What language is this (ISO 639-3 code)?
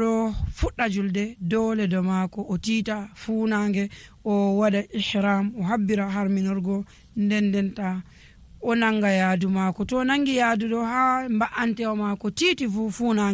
fuv